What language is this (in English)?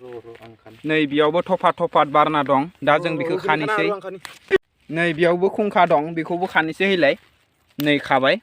Bodo